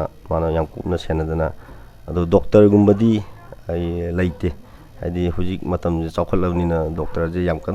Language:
Manipuri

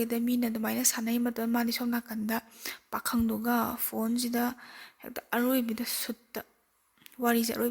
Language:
Manipuri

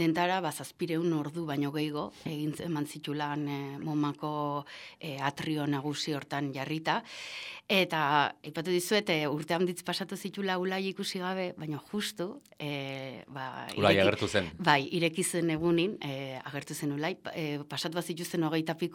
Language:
Basque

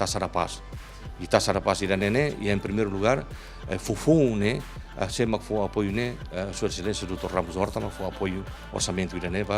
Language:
Tetum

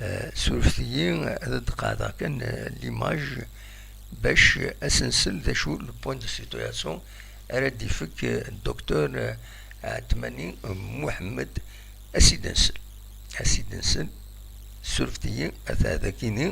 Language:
Kabyle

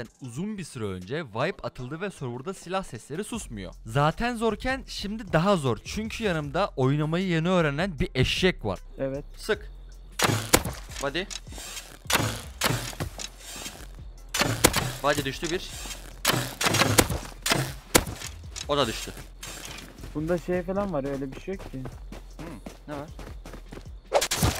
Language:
Turkish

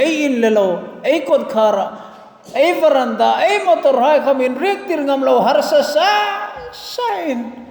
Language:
Hmar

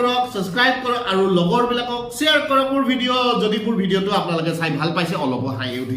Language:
Assamese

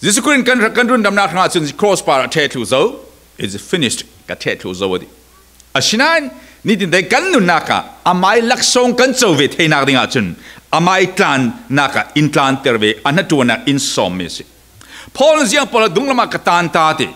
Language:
Falam Chin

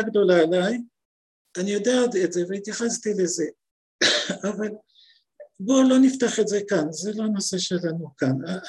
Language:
Hebrew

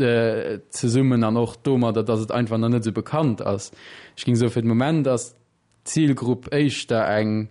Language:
Luxembourgish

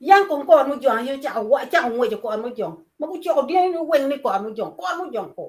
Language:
Acoli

